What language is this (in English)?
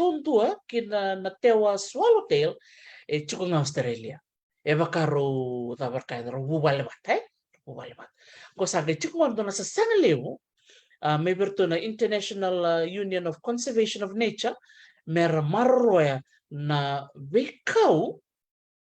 Fijian